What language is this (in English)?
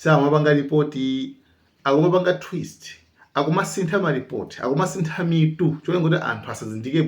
Nyanja